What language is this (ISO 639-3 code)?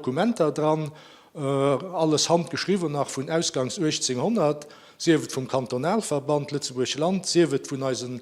ltz